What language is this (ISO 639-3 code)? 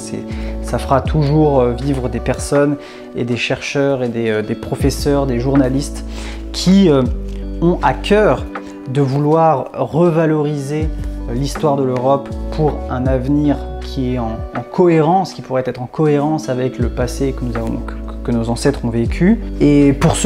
fra